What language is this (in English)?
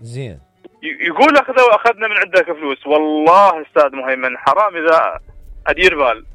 Mesopotamian Arabic